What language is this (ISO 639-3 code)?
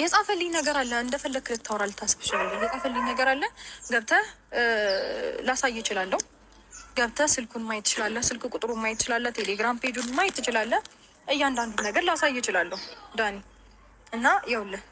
amh